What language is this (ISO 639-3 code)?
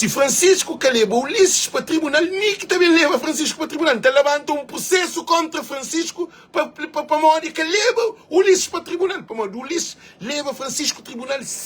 kea